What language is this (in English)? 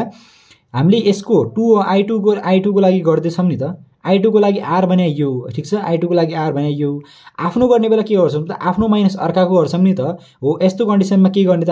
Nepali